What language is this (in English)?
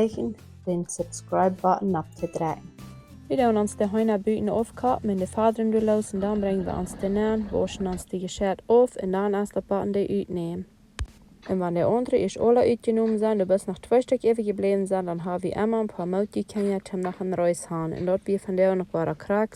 Plautdietsch